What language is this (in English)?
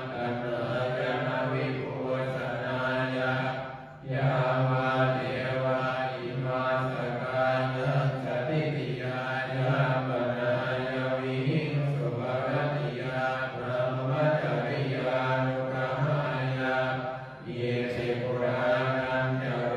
Pali